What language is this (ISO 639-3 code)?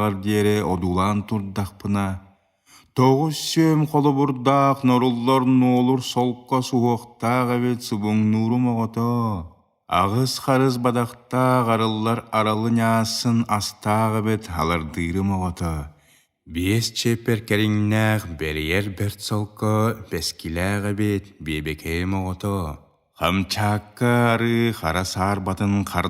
sah